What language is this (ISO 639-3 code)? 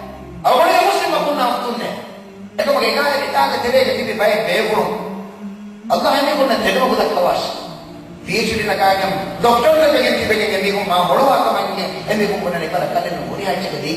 div